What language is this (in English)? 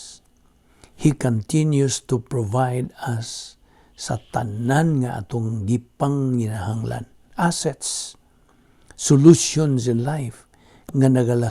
Cebuano